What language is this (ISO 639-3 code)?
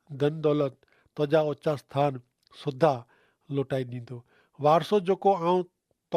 kfr